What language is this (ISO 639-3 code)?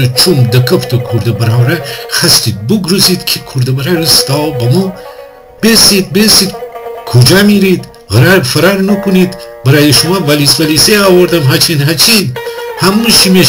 glk